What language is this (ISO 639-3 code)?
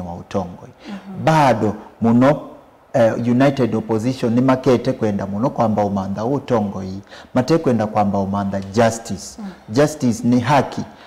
kam